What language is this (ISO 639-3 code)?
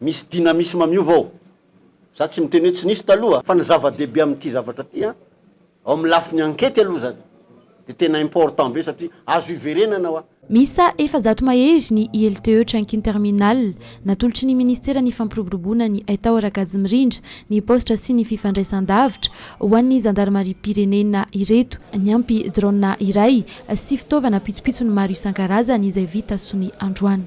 mlg